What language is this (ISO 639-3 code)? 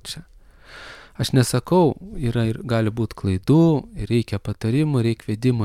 lit